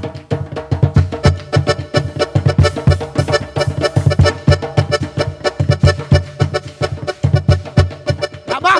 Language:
Réunion Creole French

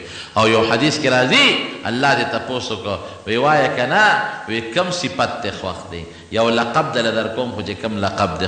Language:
Pashto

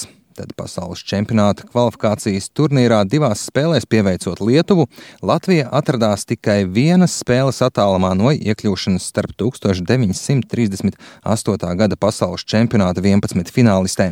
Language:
Latvian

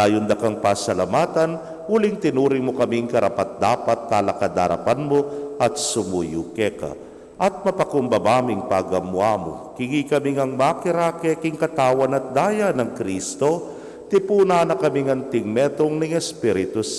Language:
Pampanga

